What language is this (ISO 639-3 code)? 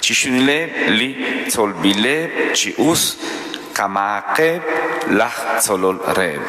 kek